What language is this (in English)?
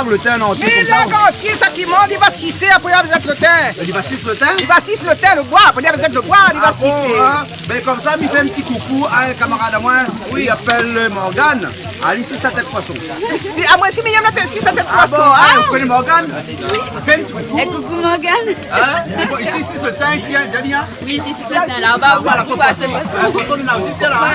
Réunion Creole French